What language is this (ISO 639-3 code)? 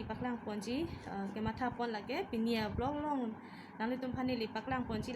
mjw